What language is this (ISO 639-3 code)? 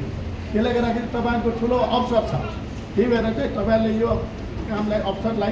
nep